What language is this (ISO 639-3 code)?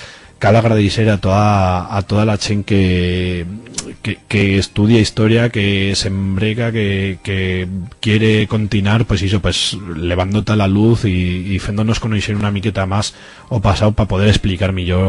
arg